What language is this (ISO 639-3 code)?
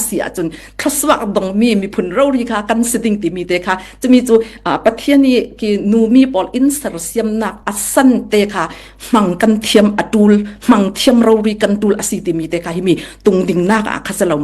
cfm